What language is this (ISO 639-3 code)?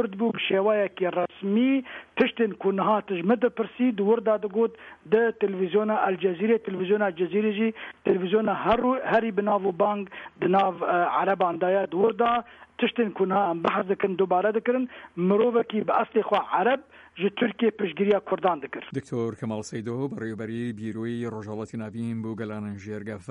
ckb